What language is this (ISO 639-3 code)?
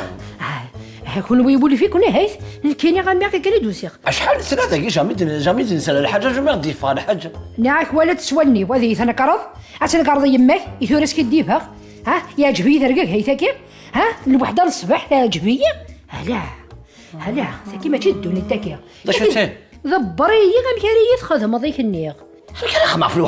kab